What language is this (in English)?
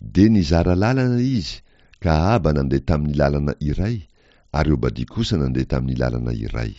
Malagasy